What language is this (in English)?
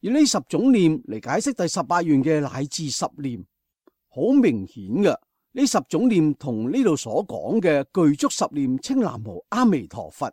Cantonese